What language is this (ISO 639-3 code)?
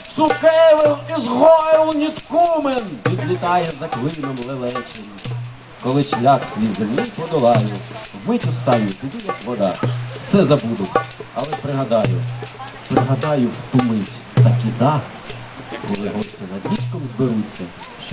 ukr